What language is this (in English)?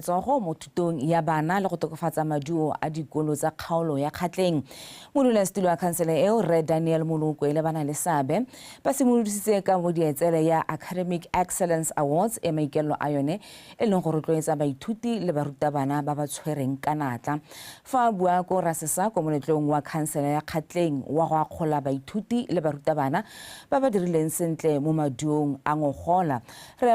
Tswana